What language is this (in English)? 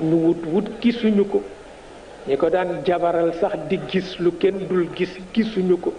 Wolof